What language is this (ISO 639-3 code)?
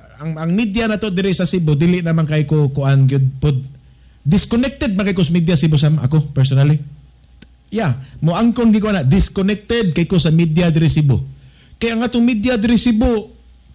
ceb